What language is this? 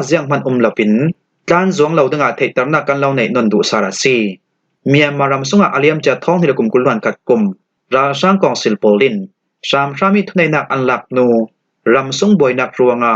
Falam Chin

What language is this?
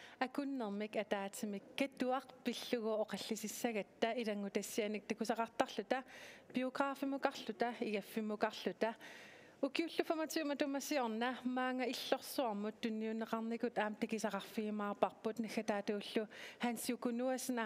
Kalaallisut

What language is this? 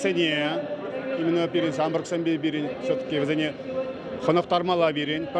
Chuvash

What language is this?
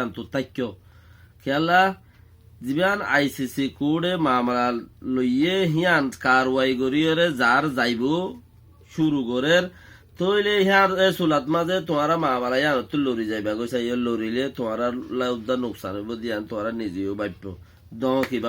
Rohingya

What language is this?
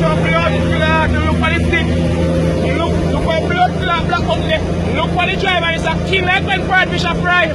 Jamaican Creole English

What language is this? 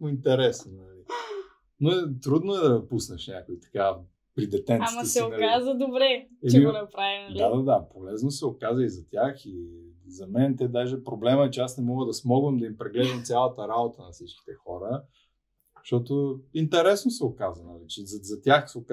Bulgarian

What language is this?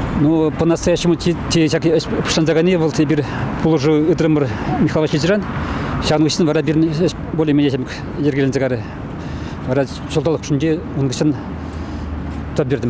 Chuvash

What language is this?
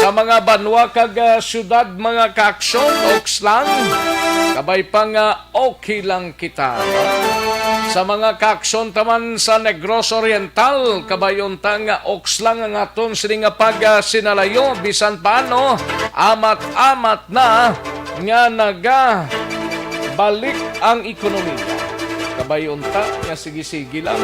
Hiligaynon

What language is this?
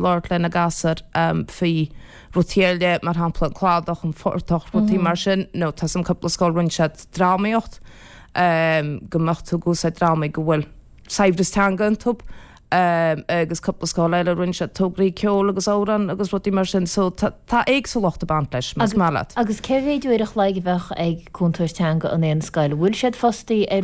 Irish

